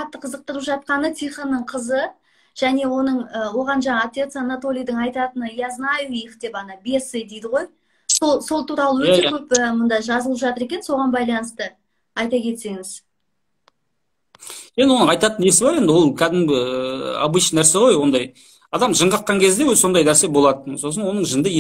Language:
Kazakh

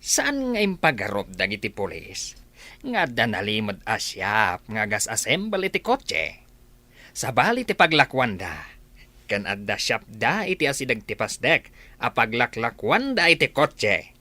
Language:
Iloko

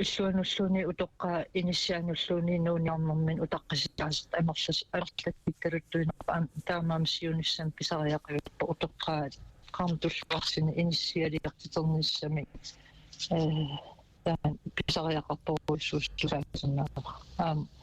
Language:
Kalaallisut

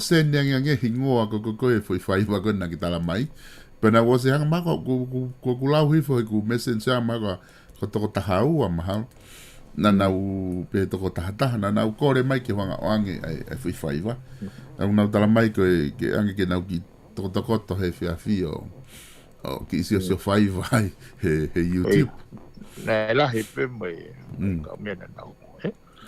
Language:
Tongan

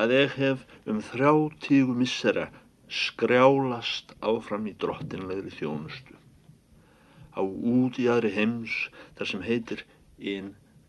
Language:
Icelandic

